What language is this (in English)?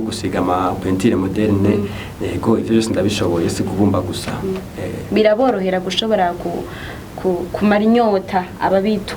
Rundi